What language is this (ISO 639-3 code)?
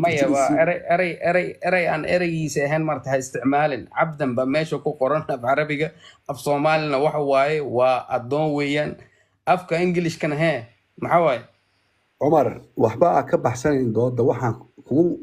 som